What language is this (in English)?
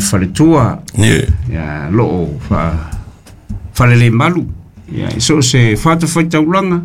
Samoan